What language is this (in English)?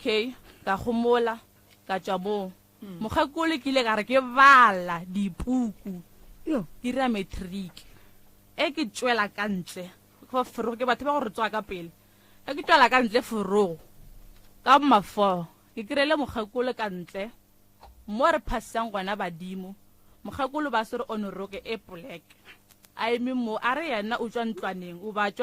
Northern Sotho